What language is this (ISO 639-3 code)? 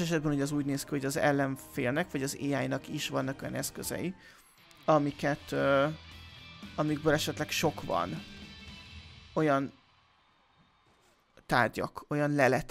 hun